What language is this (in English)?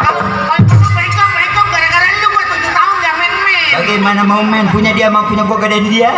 Betawi